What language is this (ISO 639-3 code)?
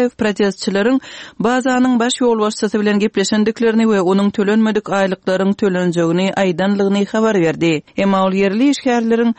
tuk